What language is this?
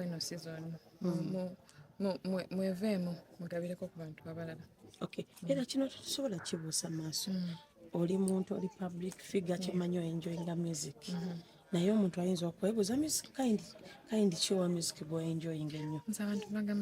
Ganda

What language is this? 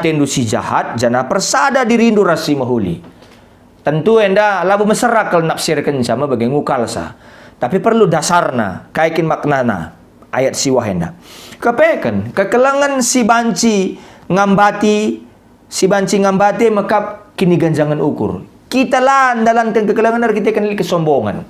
Batak Karo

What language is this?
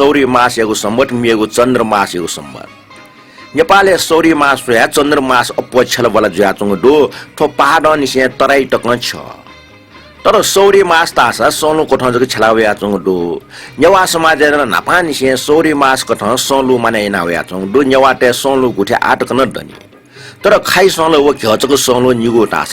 Newari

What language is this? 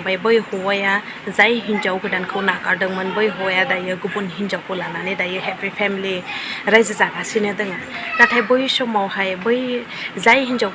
Bodo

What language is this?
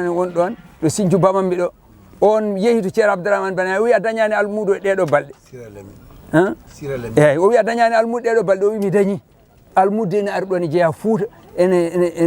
Fula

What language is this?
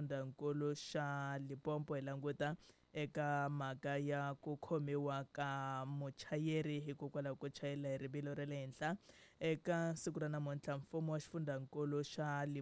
Tsonga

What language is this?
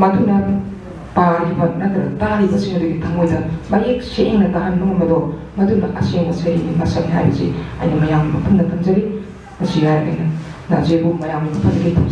Manipuri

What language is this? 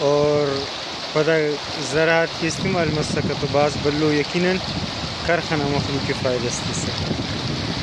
Brahui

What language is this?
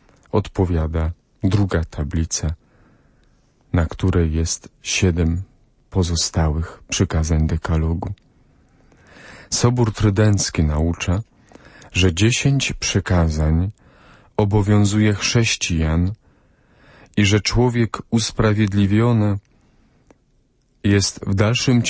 Polish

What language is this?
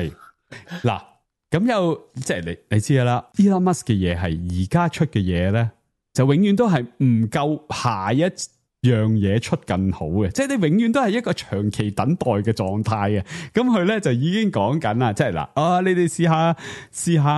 Cantonese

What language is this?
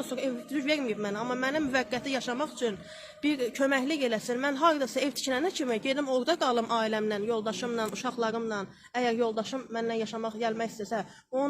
Azerbaijani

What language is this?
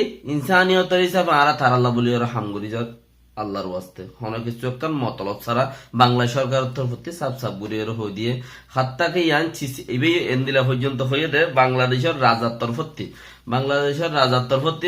Rohingya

